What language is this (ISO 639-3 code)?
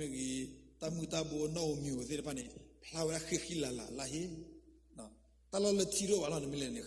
ksw